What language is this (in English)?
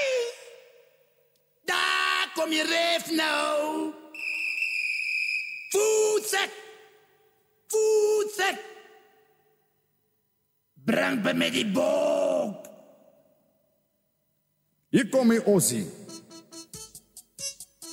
Afrikaans